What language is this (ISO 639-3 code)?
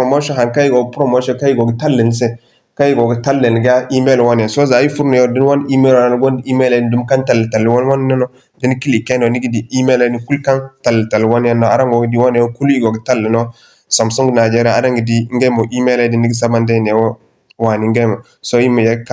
dje